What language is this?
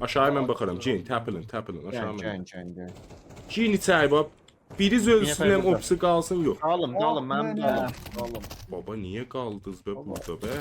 South Azerbaijani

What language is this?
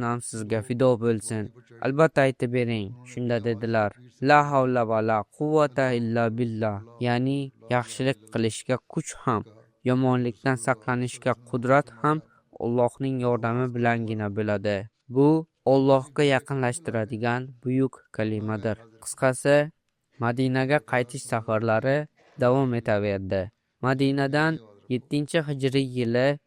Uzbek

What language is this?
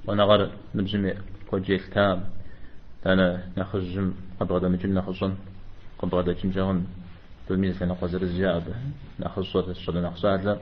Kabardian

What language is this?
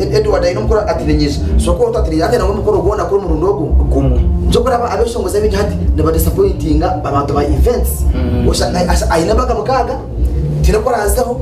Nyankole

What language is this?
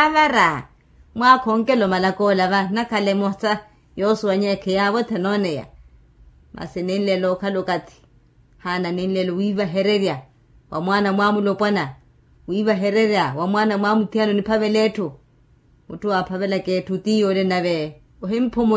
Makhuwa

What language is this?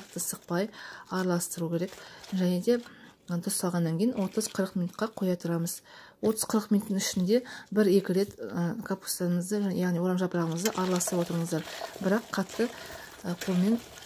Kazakh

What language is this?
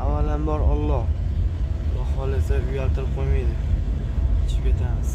Uzbek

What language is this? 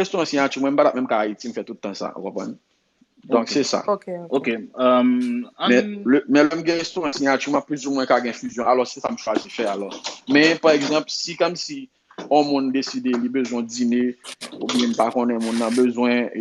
Haitian Creole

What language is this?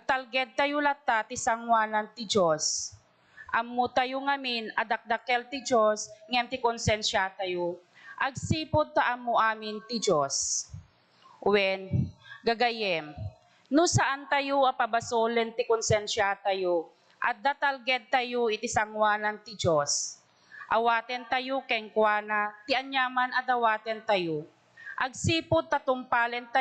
Iloko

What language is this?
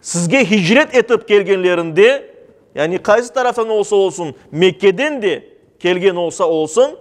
Crimean Tatar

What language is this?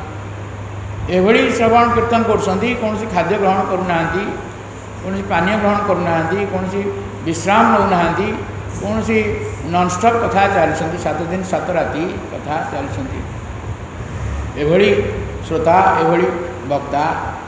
Odia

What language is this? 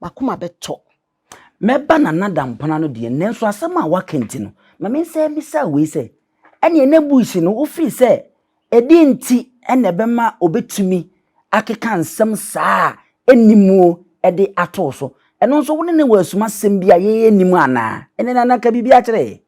Akan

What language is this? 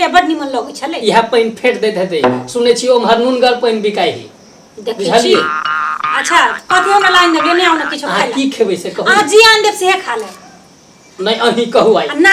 Maithili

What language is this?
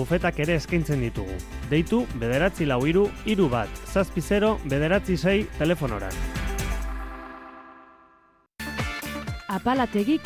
Basque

